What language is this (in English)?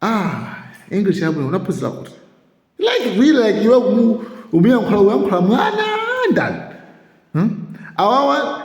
Nyanja